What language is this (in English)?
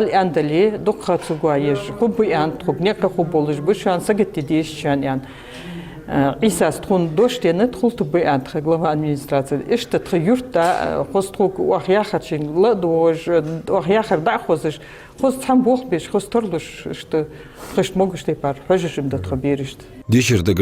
Ingush